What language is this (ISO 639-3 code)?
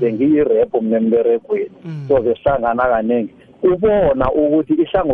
nbl